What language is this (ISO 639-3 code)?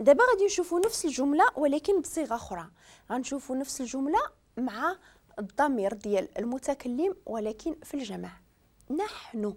ary